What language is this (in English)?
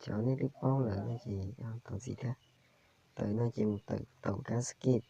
Hmong